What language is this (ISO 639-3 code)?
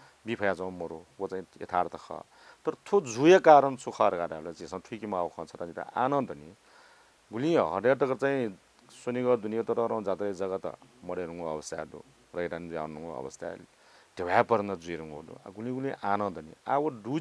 new